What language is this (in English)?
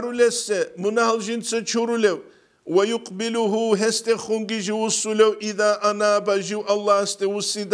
Avaric